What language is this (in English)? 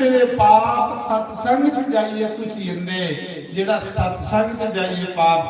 Dogri